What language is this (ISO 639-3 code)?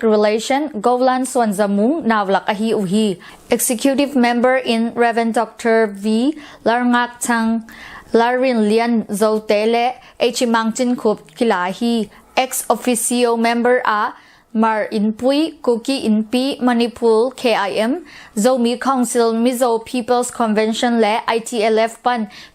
ctd